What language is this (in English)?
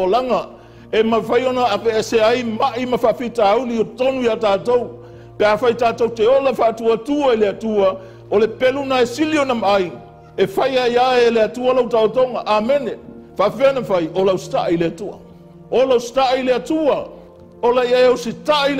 Samoan